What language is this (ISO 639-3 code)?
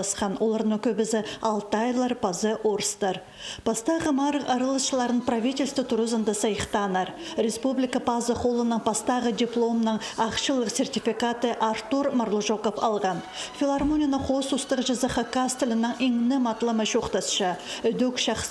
kjh